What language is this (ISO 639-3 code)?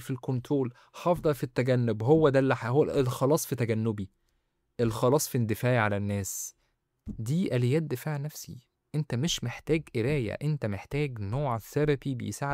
arz